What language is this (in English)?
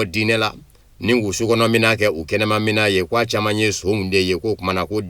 Bambara